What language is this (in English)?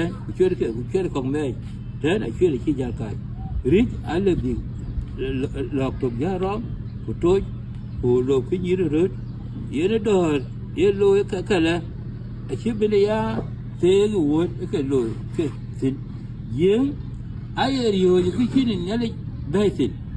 Dinka